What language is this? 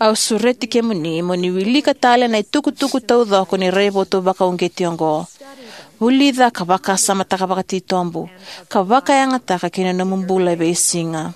Fijian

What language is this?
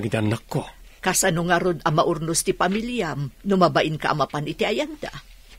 Iloko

